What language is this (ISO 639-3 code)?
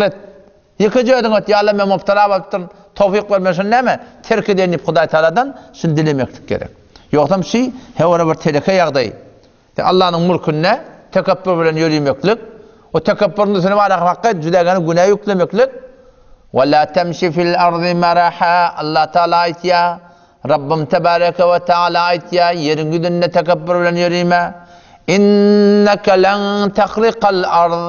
tuk